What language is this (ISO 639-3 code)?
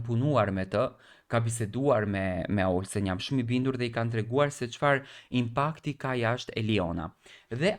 sqi